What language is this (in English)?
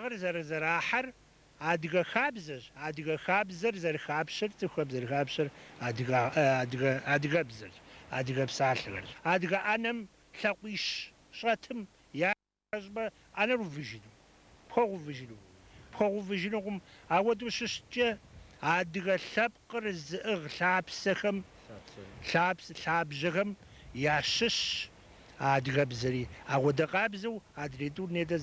Kabardian